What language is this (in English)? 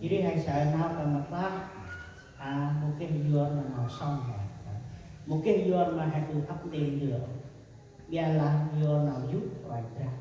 Central Mnong